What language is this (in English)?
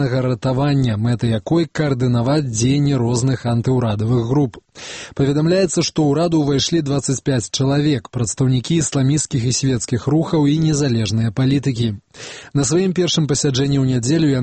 Belarusian